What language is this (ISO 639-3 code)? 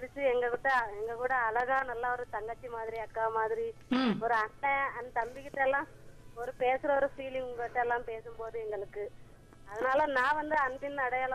tam